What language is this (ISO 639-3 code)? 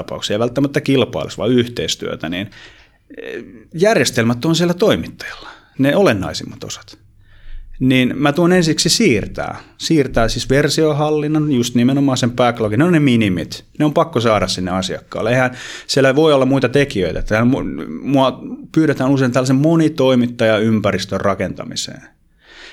fin